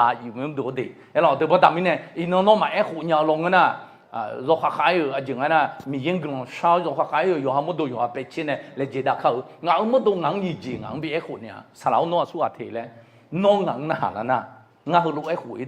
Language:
Akha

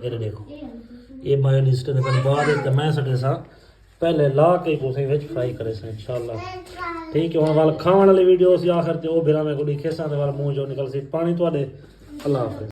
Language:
Saraiki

